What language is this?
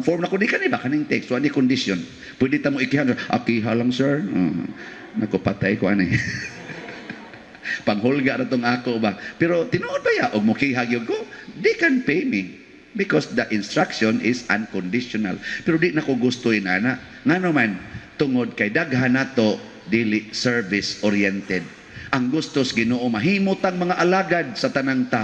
Cebuano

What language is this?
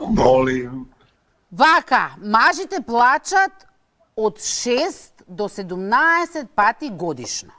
Macedonian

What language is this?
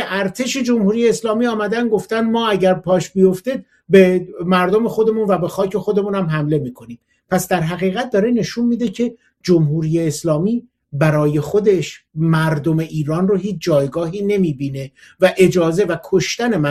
Persian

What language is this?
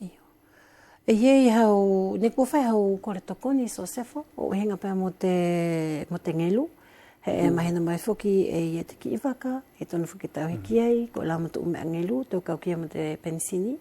Wallisian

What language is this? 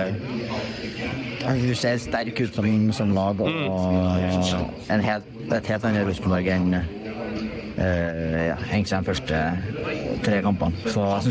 Norwegian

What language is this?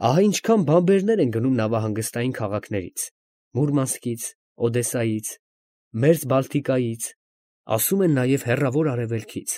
Armenian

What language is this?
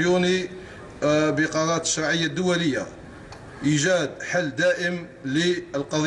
Arabic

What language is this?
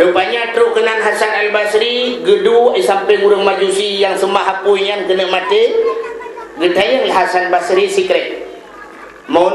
Achinese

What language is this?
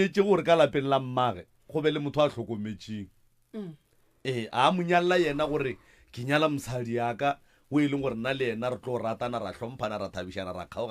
Northern Sotho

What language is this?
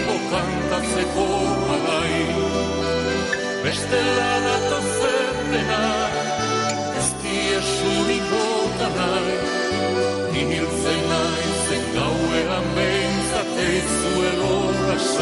Basque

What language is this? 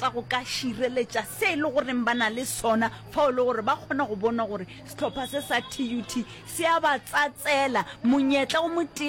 Northern Sotho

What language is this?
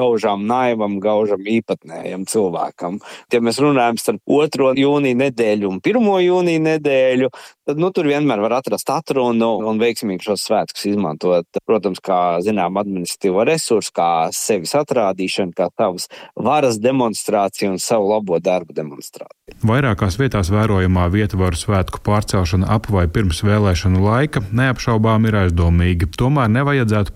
Latvian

